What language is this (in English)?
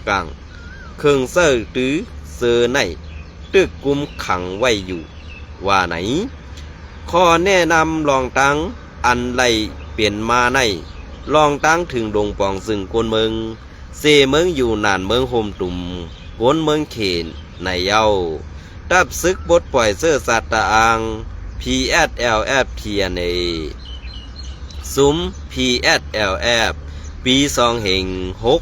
Shan